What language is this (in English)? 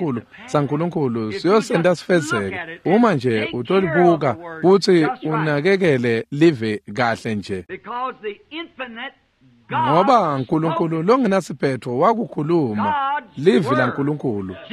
Swati